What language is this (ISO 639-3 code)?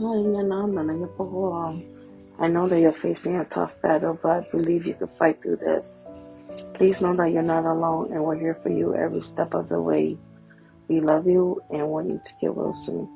hmn